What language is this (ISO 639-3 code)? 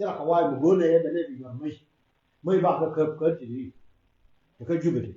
nus